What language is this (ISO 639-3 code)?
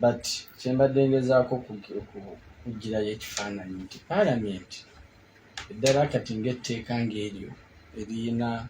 lug